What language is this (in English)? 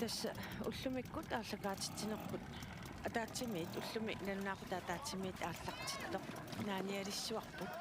Kalaallisut